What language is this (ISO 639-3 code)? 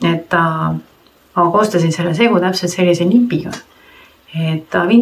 est